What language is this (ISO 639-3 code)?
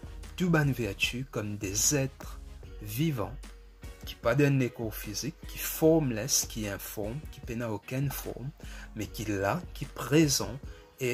mfe